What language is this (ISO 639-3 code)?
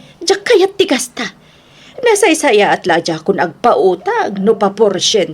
ilo